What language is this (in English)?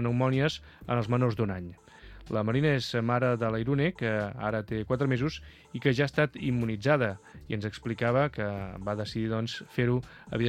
Catalan